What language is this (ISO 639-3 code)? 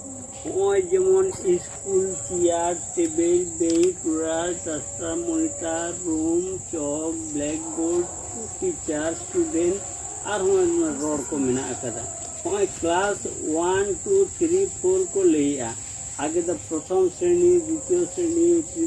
sat